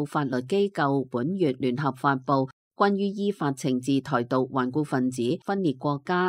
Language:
Cantonese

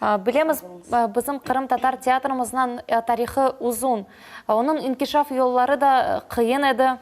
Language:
Crimean Tatar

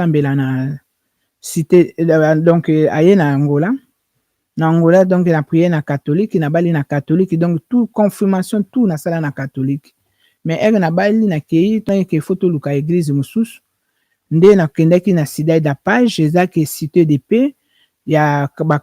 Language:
Lingala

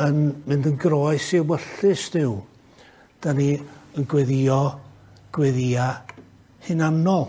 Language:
Welsh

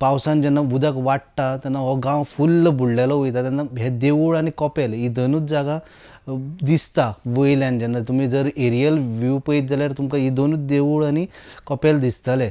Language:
Konkani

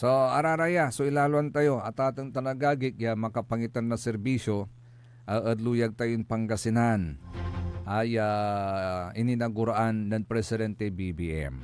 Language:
Pangasinan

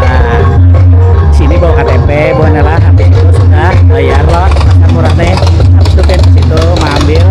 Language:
Banjar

